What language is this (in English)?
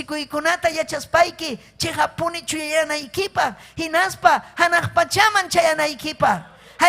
Ayacucho Quechua